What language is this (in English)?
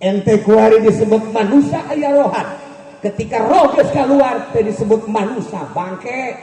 Sundanese